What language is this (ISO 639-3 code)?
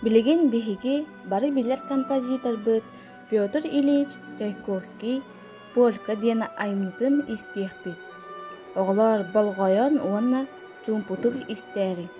sah